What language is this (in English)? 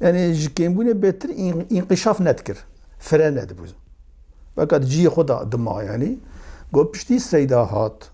Kurdish